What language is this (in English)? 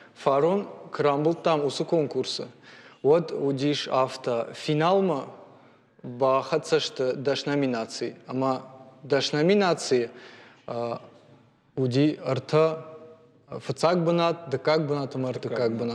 Ossetic